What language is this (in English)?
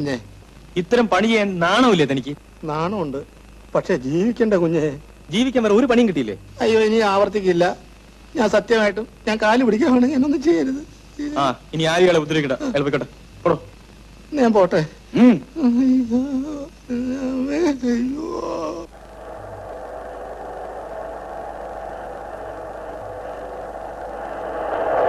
Malayalam